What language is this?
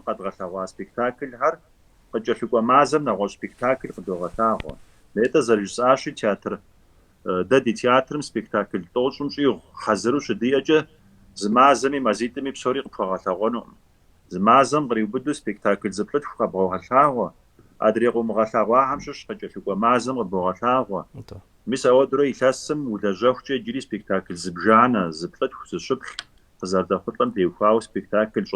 Kabardian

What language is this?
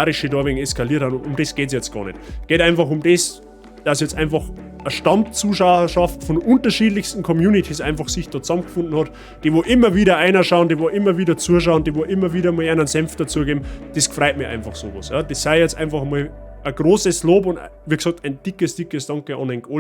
Bavarian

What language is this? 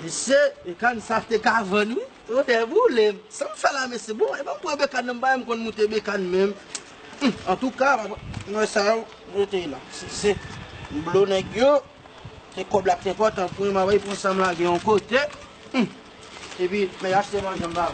Haitian Creole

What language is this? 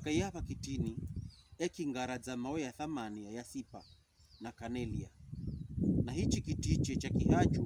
Pokomo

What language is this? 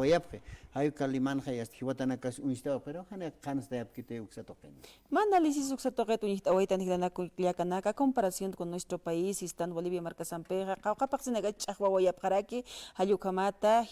Aymara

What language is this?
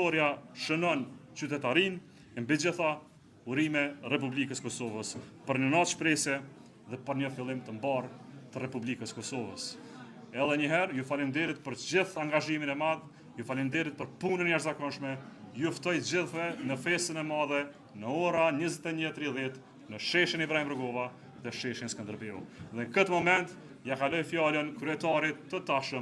Albanian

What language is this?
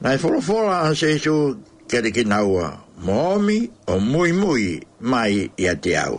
Tongan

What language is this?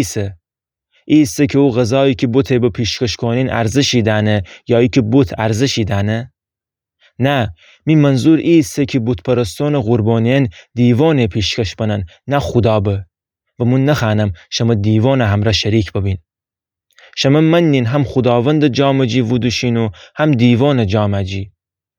Gilaki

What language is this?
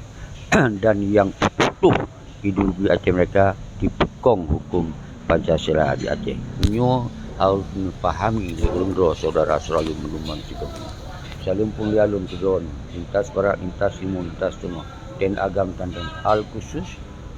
Achinese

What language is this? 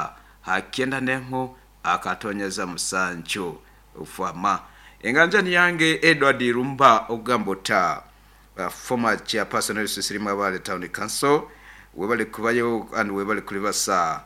Nyoro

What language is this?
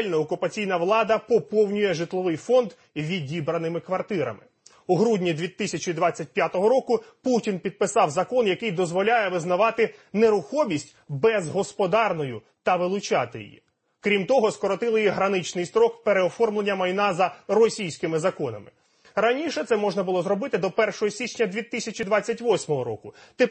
Ukrainian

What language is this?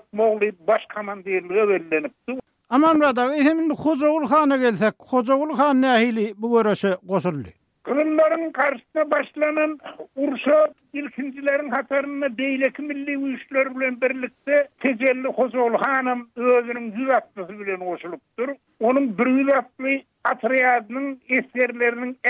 Turkmen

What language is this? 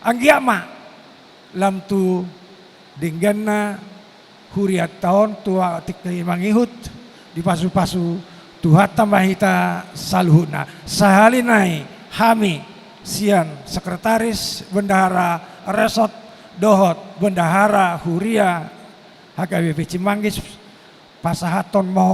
Batak Toba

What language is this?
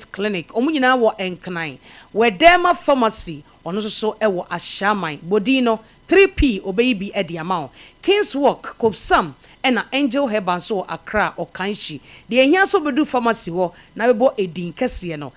Akan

